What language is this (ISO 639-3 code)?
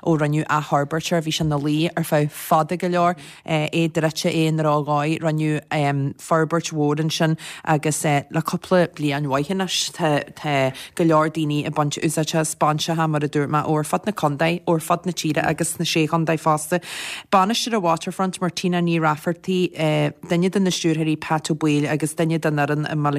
gle